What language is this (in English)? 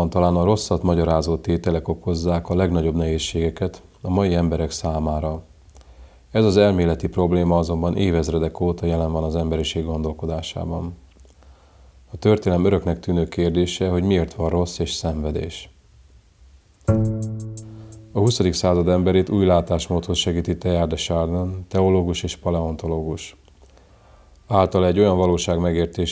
Hungarian